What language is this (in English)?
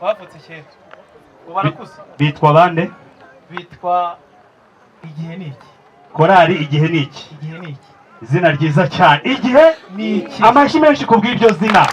Kinyarwanda